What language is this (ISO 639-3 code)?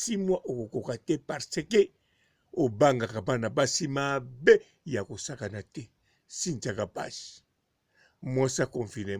lin